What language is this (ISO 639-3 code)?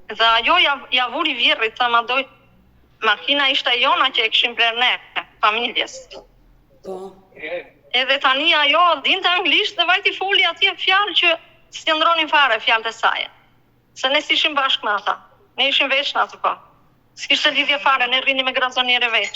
sqi